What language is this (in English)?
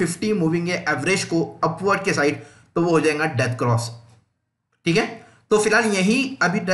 Hindi